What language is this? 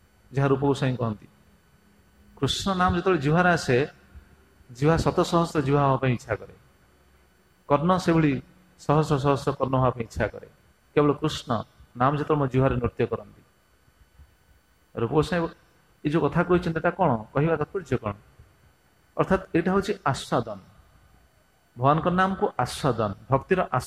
Odia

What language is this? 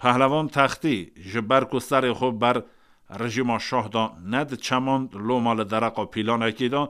Kurdish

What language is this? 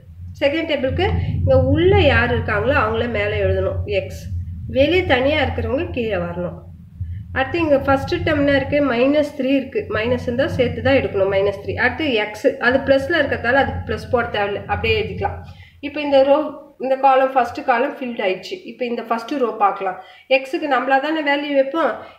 Tamil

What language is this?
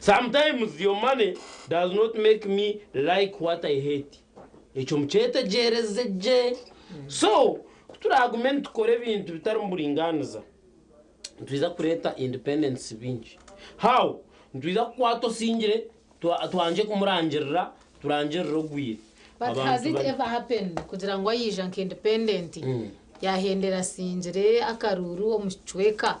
Nyankole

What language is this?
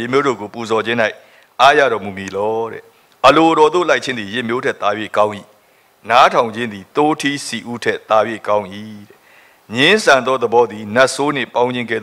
Burmese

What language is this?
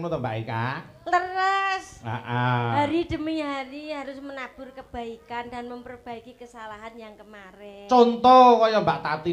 Javanese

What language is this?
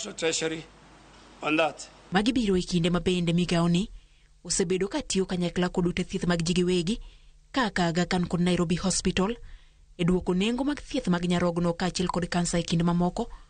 Luo (Kenya and Tanzania)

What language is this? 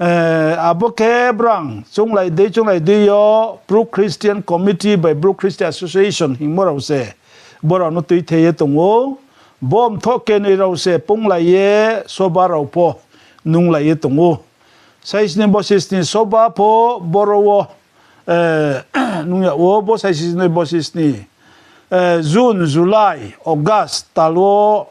Riang (India)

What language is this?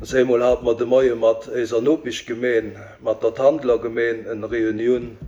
Luxembourgish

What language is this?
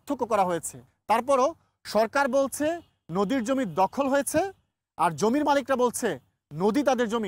Bangla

